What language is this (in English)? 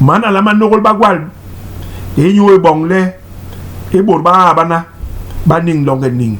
Basaa